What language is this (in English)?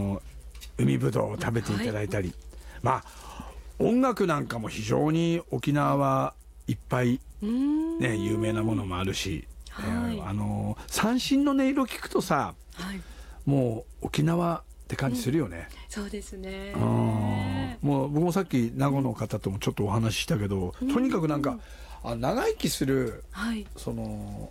Japanese